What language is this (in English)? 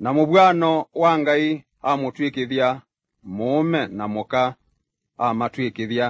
Kamba